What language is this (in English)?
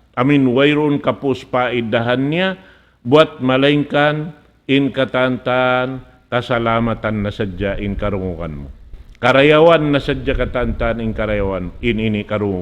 Tausug